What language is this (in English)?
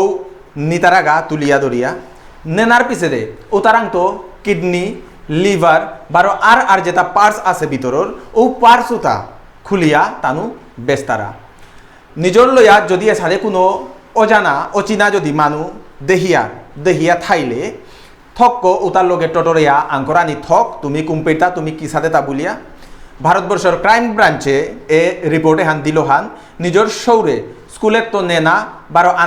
Bishnupriya